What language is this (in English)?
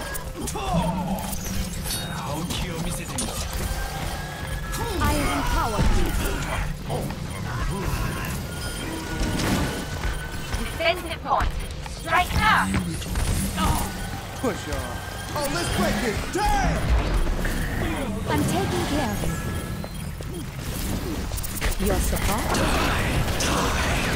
English